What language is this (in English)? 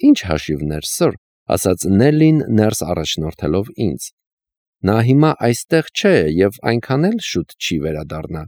Armenian